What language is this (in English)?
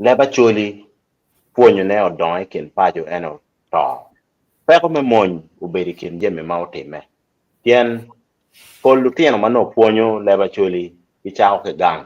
Acoli